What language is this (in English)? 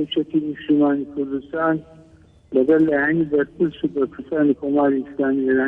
Central Kurdish